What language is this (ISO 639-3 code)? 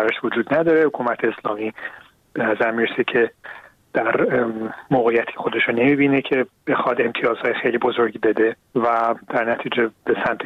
fas